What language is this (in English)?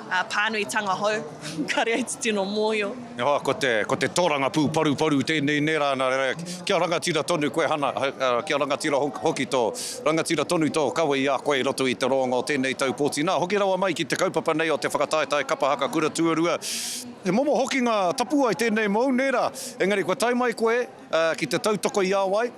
Māori